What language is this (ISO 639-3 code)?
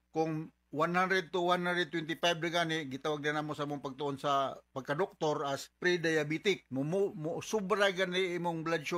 ceb